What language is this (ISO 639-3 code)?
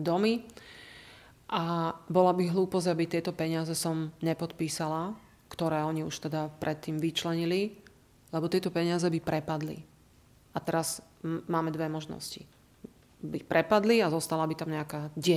slk